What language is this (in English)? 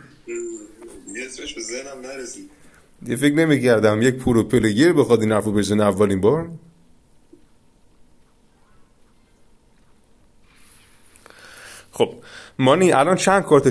Persian